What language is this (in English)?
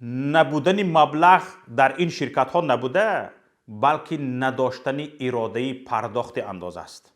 Tajik